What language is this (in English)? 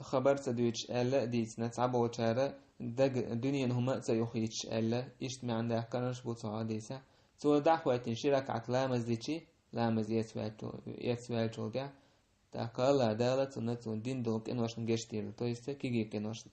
Chechen